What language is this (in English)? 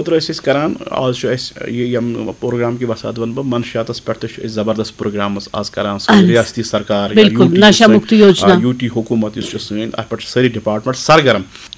Kashmiri